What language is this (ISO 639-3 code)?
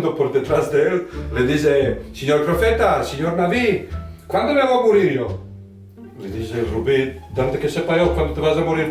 lad